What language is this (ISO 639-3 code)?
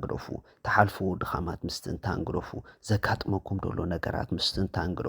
tir